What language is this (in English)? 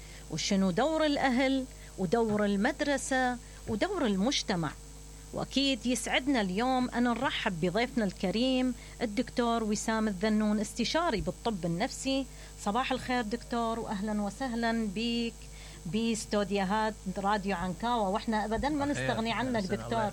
Mesopotamian Arabic